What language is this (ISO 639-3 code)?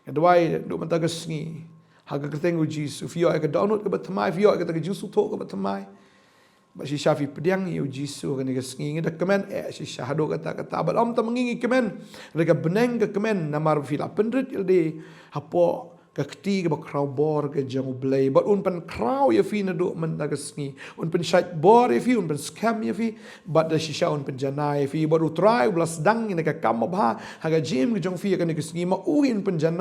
kha